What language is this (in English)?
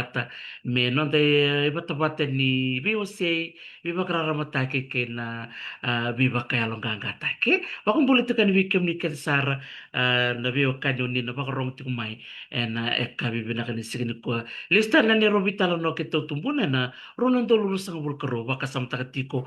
Fijian